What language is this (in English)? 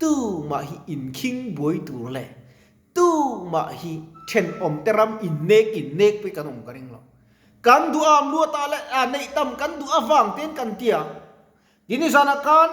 Mizo